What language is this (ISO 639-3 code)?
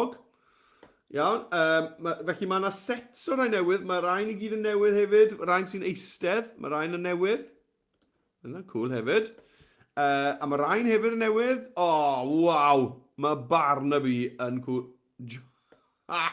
cym